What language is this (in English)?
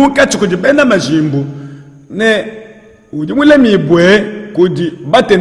Luba-Lulua